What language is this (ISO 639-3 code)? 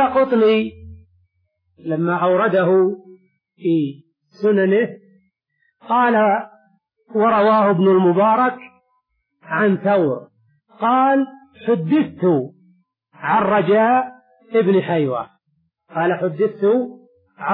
ara